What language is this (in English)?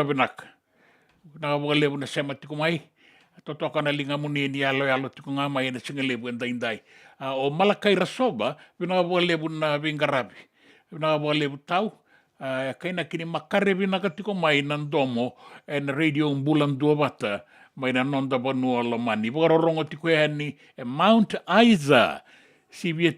Fijian